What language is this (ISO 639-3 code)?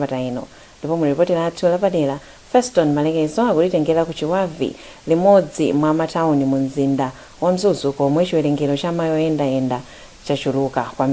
nya